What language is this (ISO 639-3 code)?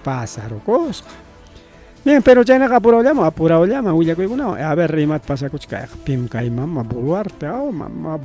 quy